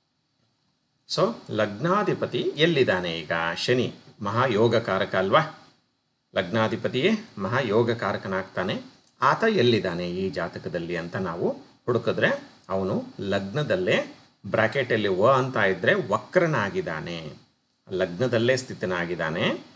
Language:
Kannada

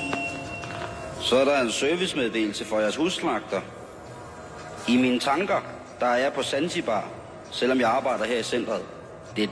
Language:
Danish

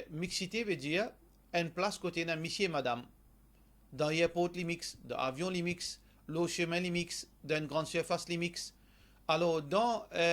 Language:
Morisyen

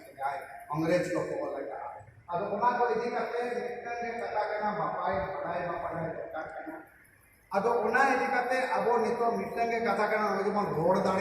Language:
Santali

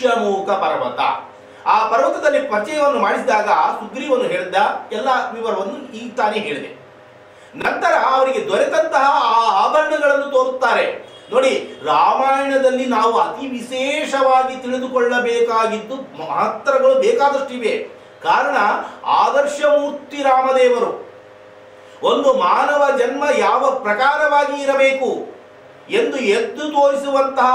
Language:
Kannada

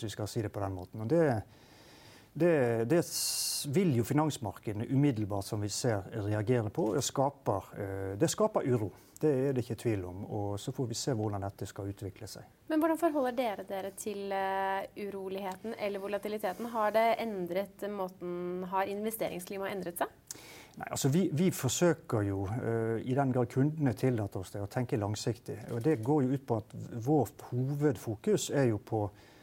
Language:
Norwegian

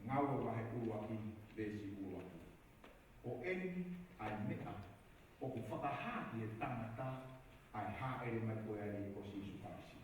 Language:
Tongan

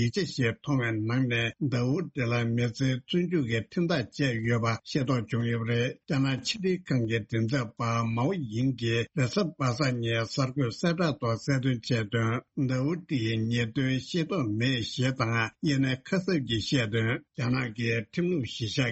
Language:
Tibetan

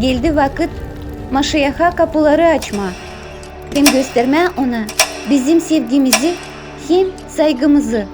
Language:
Gagauz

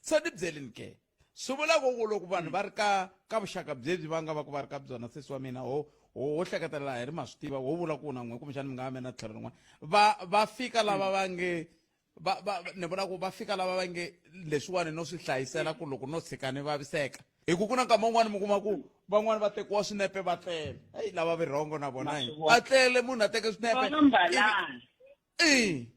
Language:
Tsonga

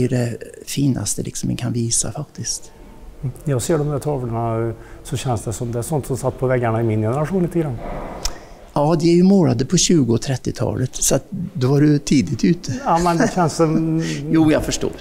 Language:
Swedish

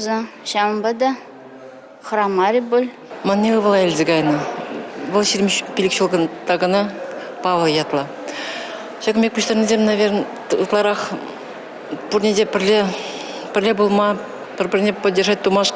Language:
Chuvash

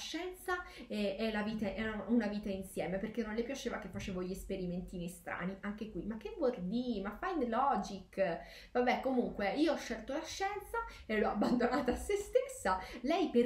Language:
Italian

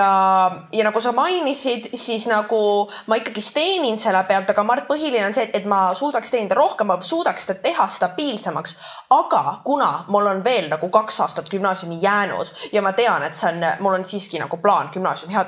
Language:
Estonian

